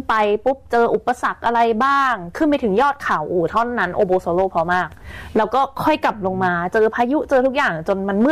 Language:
Thai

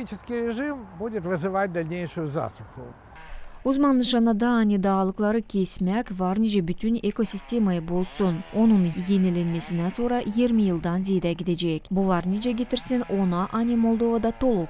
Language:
Gagauz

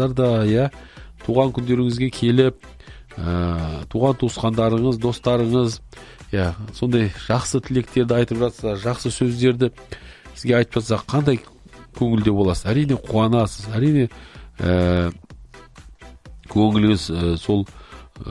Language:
Kazakh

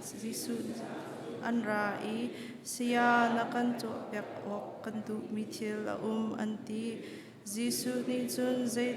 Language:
Hakha Chin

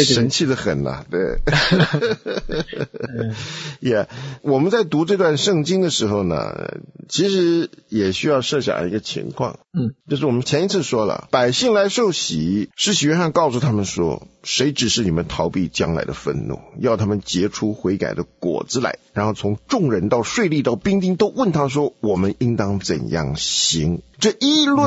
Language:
Chinese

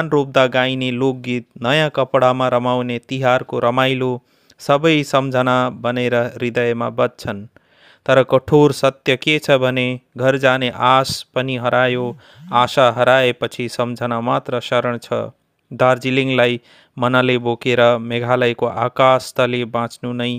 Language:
Nepali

